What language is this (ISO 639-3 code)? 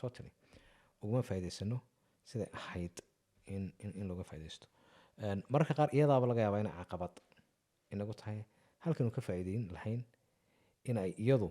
som